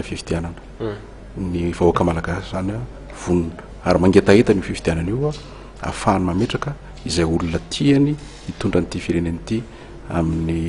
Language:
Malagasy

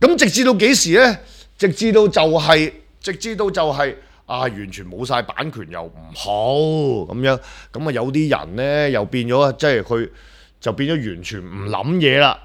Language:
Cantonese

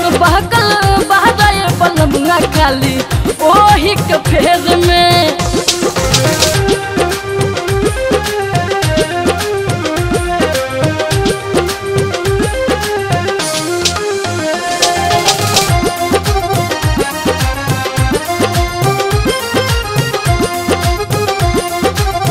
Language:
Bhojpuri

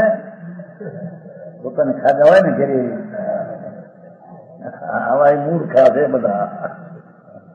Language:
Gujarati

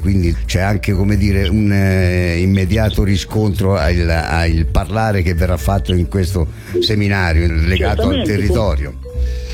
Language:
Italian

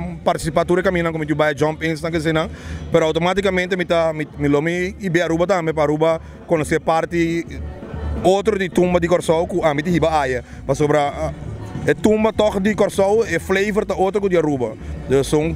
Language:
Papiamento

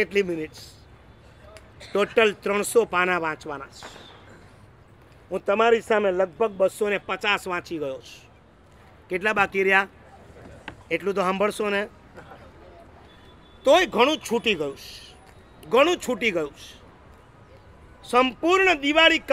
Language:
Gujarati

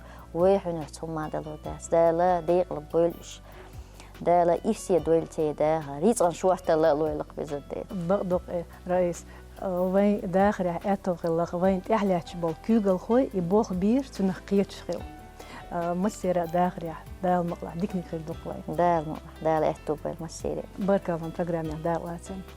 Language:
Chechen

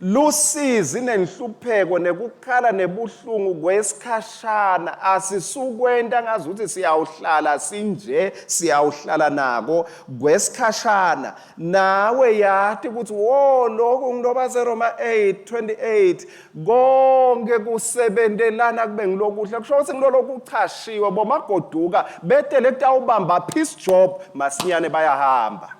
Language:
Swati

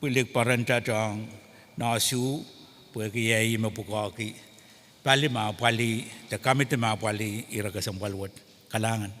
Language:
Pohnpeian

